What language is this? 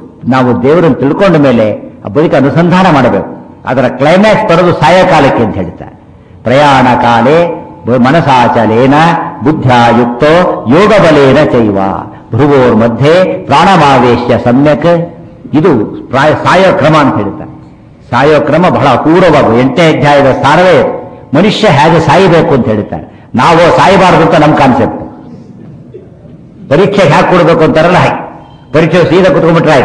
Kannada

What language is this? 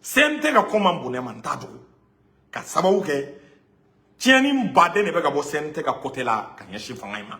Bambara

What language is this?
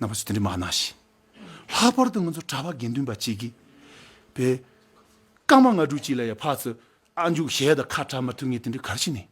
Tibetan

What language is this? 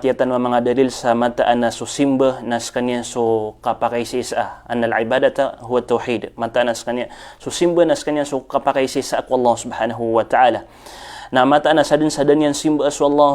Maranao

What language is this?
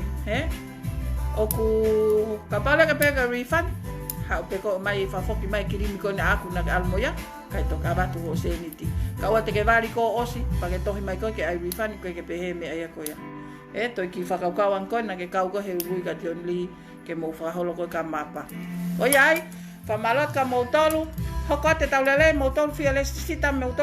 Tongan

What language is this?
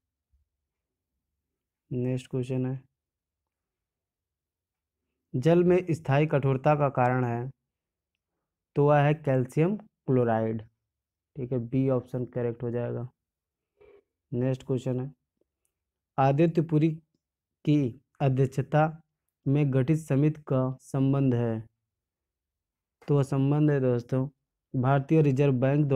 Hindi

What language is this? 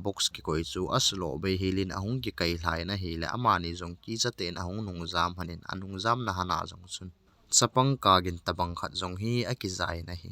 Thado Chin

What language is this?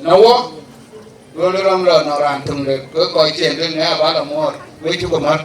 Dinka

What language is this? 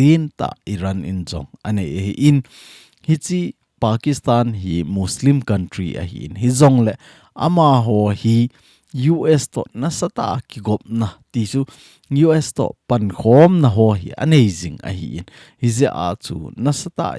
Thado Chin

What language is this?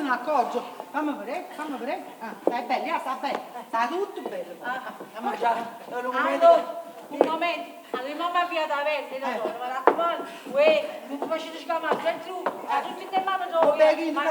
Neapolitan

